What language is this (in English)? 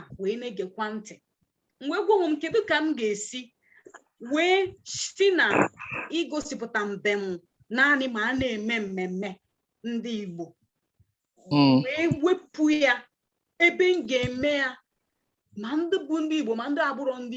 Igbo